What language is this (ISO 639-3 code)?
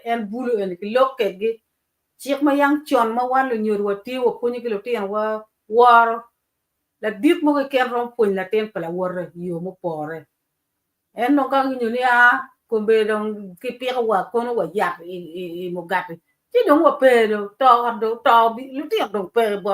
ach